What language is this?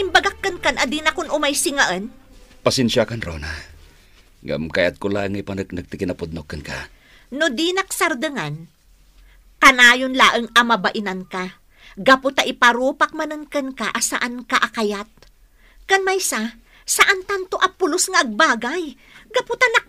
Iloko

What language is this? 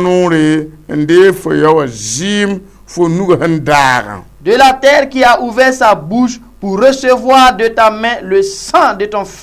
Mossi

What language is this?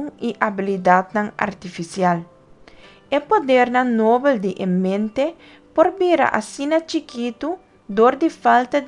Papiamento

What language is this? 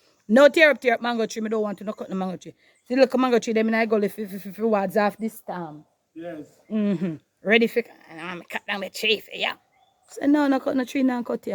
Jamaican Creole English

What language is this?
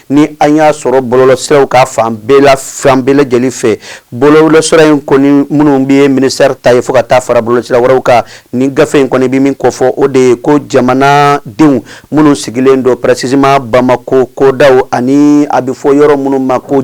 Bambara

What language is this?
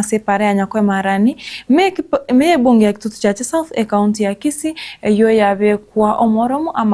Gusii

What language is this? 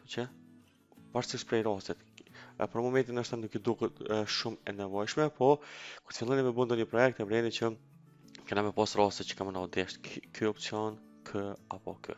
Albanian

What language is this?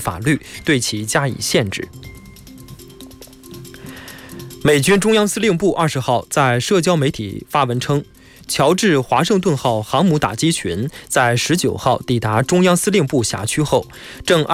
Chinese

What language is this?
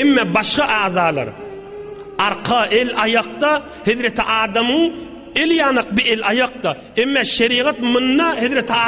Turkmen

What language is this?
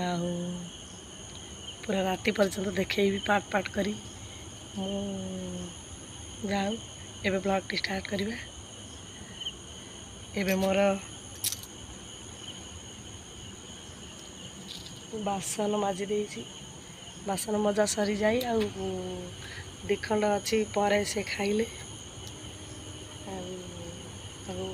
Odia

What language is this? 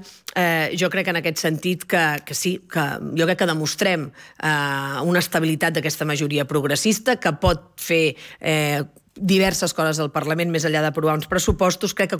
Catalan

